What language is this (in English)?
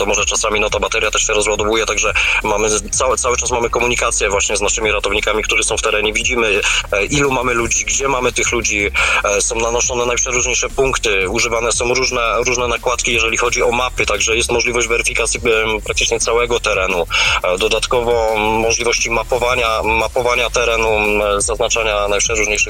Polish